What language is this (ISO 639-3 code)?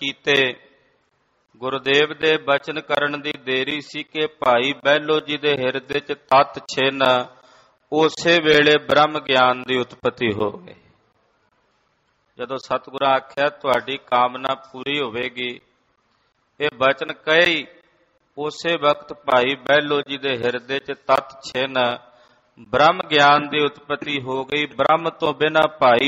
pan